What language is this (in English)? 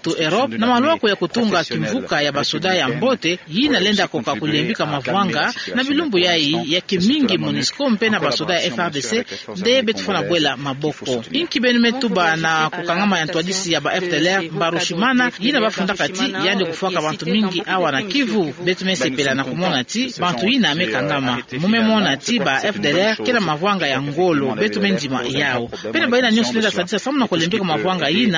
Kituba (Democratic Republic of Congo)